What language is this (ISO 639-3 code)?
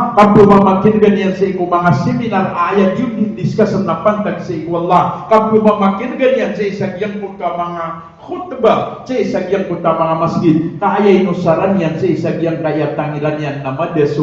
mrw